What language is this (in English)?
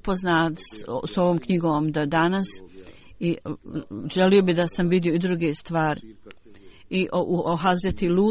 Bosnian